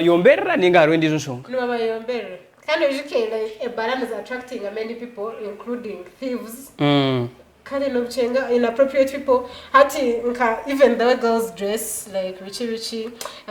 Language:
Nyankole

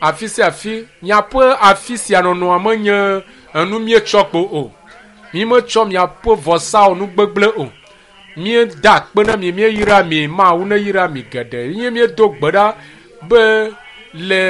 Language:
Ewe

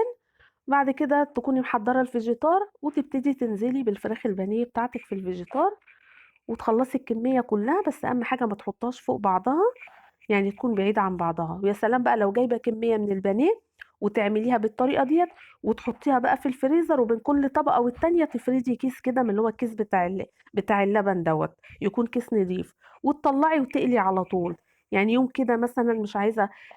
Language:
Egyptian Arabic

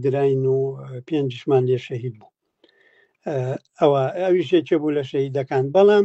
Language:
Central Kurdish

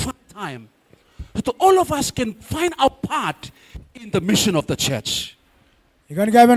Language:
Gilbertese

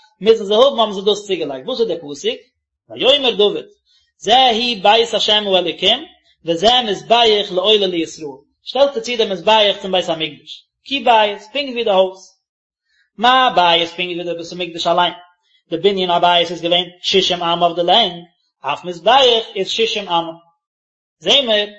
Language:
Yiddish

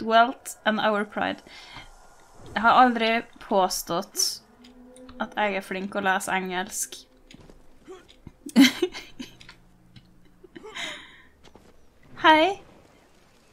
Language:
Norwegian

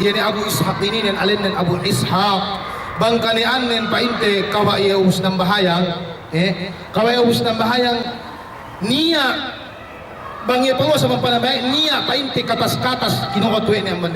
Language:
Yakan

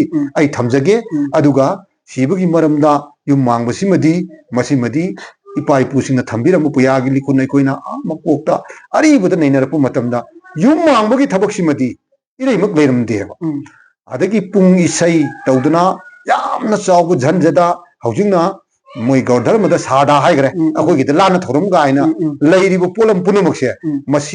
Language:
Manipuri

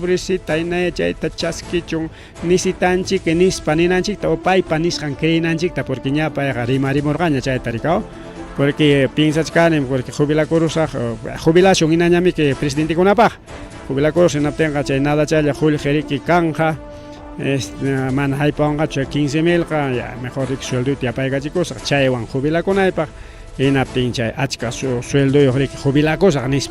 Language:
Ayacucho Quechua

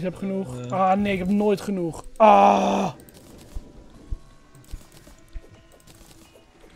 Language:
Dutch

